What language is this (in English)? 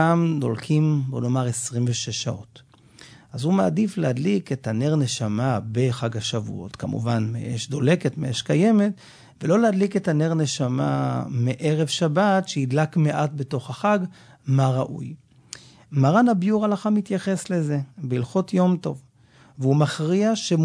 Hebrew